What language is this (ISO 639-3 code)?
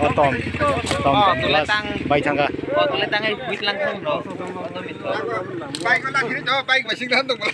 trp